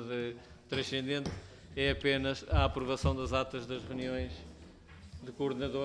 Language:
Portuguese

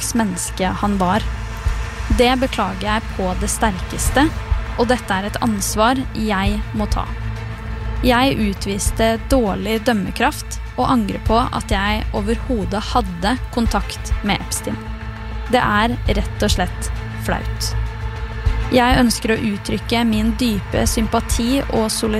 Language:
Norwegian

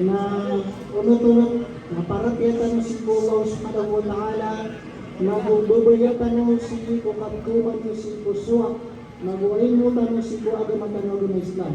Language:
Maranao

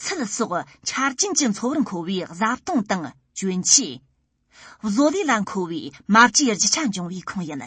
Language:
Tibetan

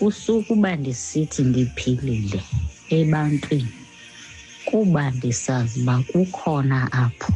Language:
Xhosa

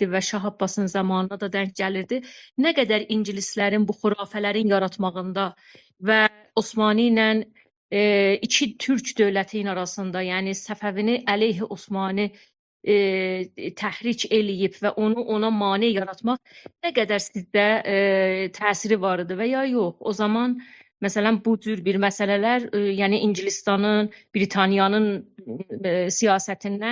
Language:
South Azerbaijani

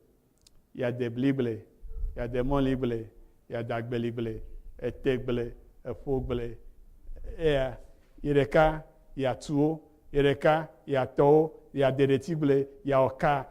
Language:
Ewe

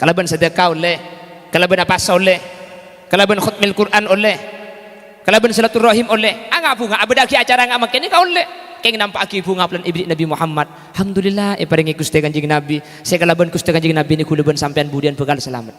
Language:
Madurese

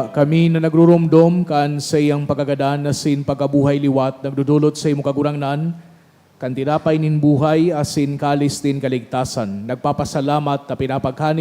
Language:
Bikol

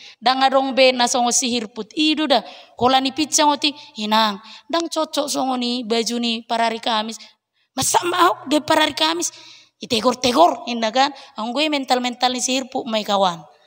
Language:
Batak Toba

